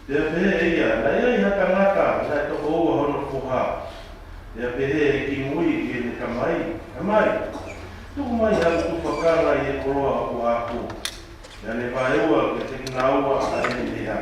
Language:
Tongan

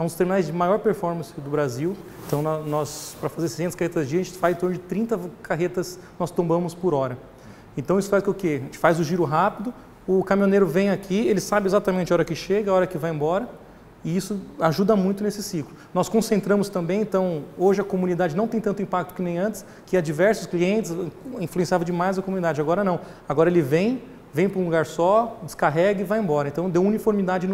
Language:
Portuguese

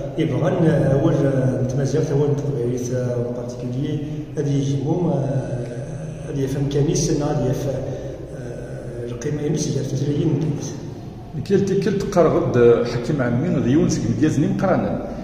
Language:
Kabyle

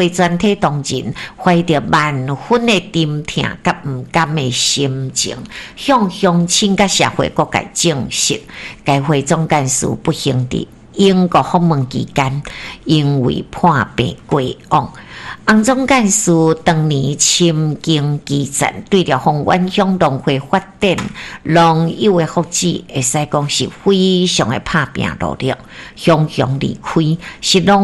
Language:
Min Nan Chinese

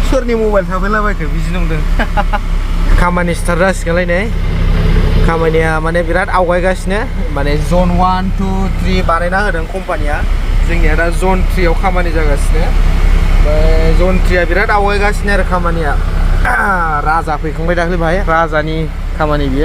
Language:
Bodo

